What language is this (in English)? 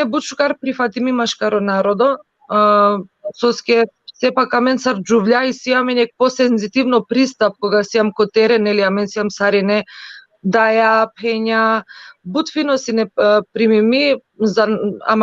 Balkan Romani